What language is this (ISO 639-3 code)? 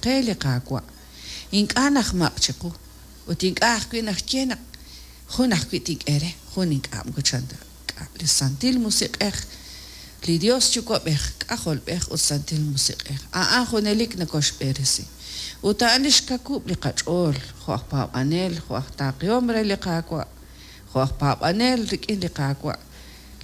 kek